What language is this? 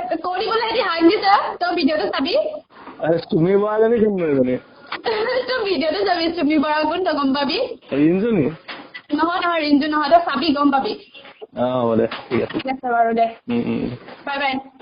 Assamese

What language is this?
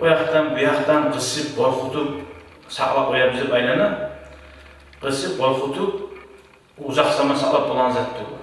Kumyk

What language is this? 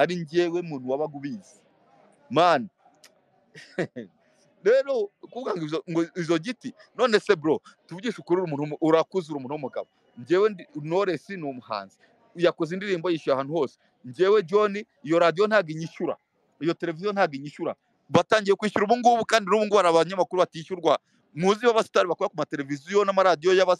Kinyarwanda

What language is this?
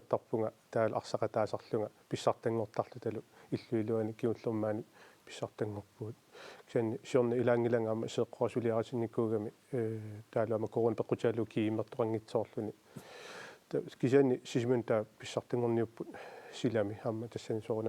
Kalaallisut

